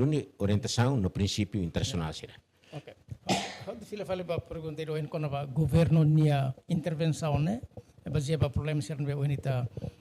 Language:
Tetum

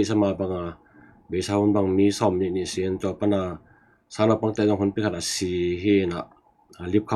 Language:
Tedim Chin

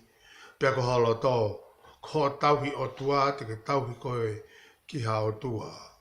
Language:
Tongan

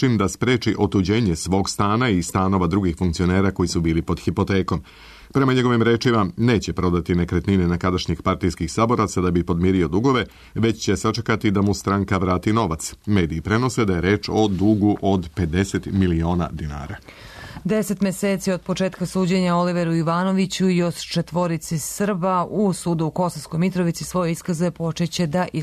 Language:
Serbian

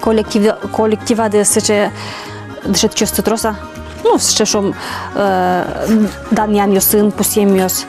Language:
Udmurt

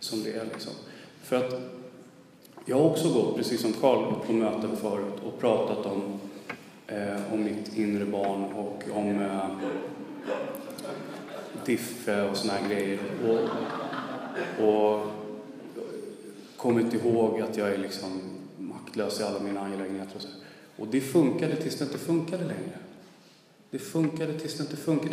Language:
Swedish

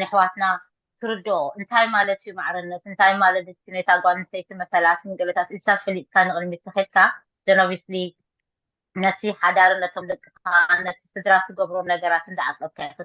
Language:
Tigrinya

